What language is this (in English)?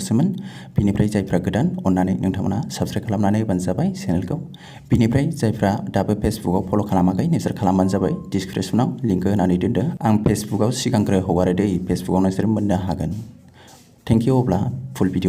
Bodo